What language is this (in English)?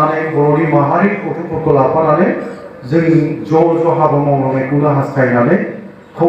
Bodo